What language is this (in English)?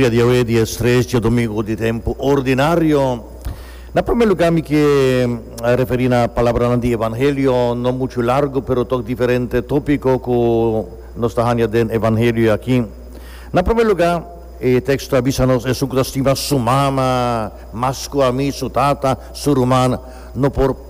Papiamento